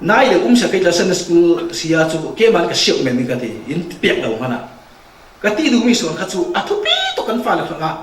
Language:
Falam Chin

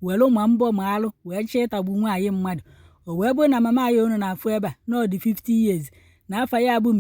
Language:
Igbo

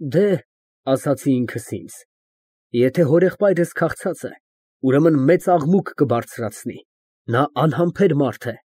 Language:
Armenian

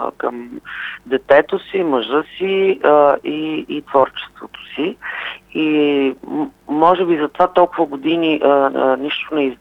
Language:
Bulgarian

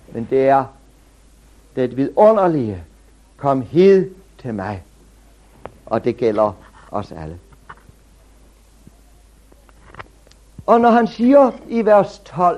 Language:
Danish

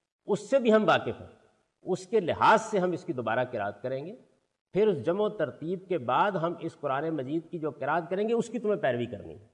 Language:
Urdu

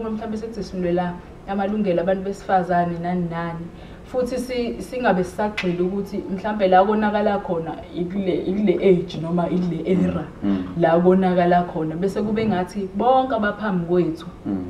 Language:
Zulu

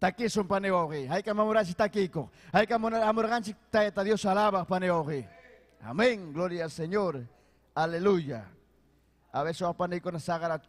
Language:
Ayacucho Quechua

